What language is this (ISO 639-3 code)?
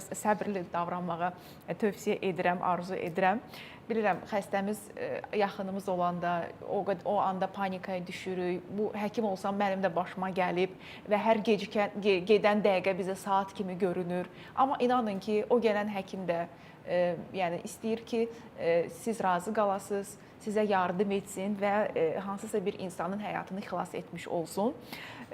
aze